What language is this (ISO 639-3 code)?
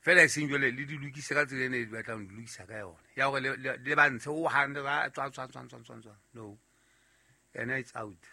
sot